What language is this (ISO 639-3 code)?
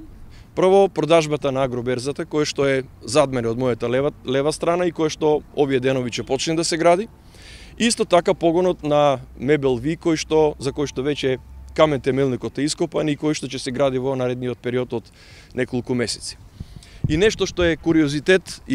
mkd